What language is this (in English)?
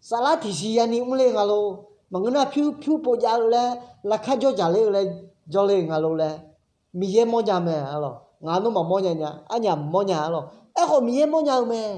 Akha